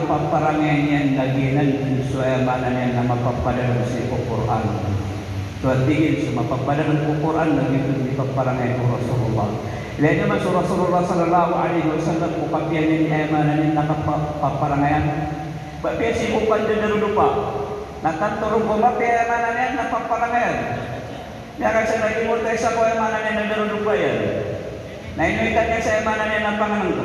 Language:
Maranao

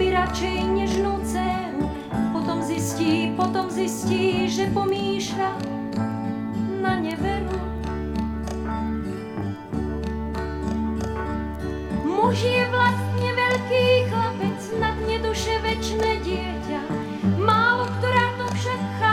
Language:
Slovak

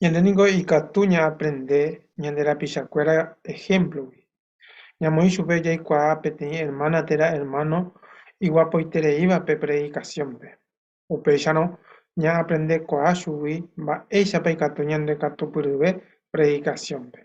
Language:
Guarani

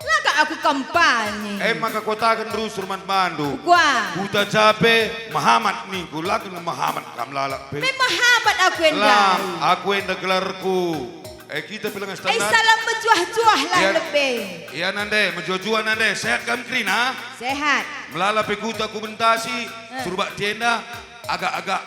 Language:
Batak Karo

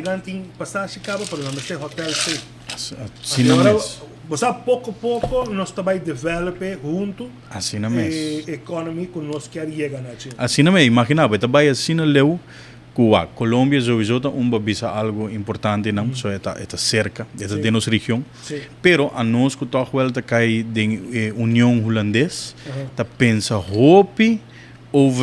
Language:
Papiamento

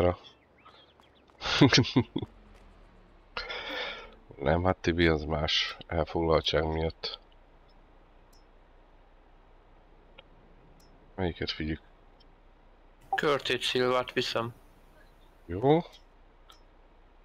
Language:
Hungarian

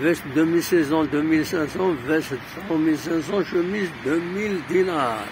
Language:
Kabyle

